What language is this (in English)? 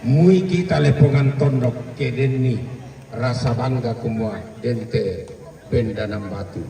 Toraja-Sa'dan